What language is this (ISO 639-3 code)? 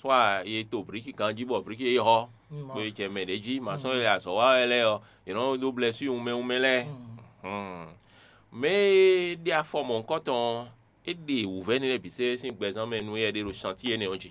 fon